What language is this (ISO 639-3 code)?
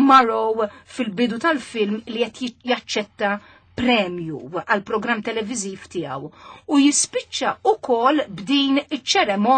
mlt